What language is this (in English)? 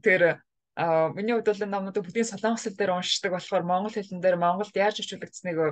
Mongolian